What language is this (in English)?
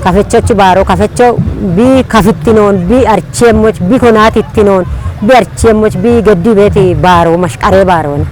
Kafa